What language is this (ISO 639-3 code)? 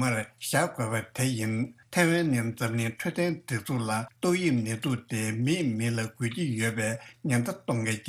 bod